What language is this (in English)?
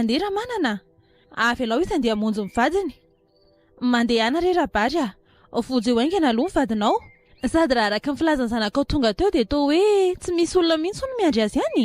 Malagasy